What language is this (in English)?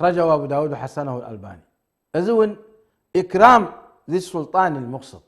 Tigrinya